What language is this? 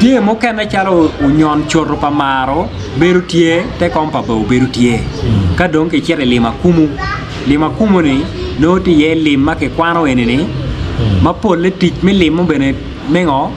Acoli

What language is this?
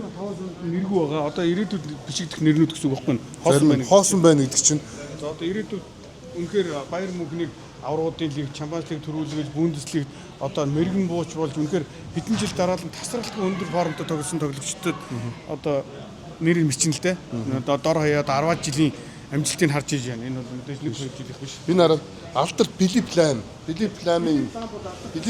Mongolian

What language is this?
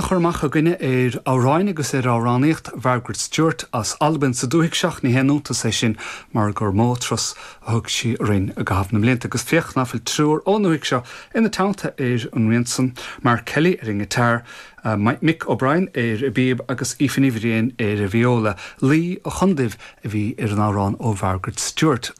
Irish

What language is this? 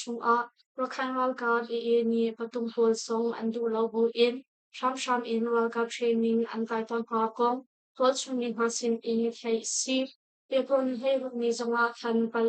Hakha Chin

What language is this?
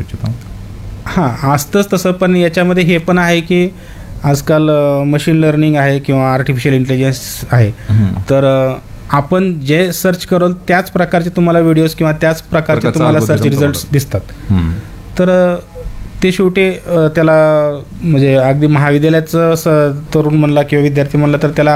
Marathi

